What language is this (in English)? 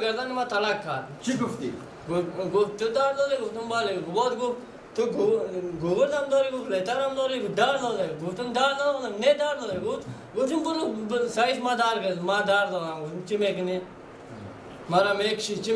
Persian